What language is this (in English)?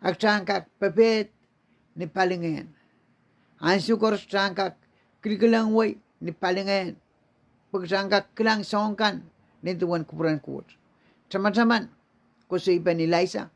Pohnpeian